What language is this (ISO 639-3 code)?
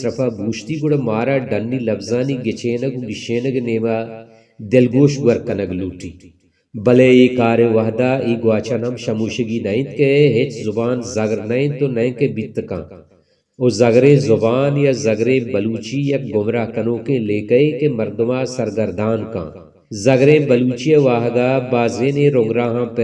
bal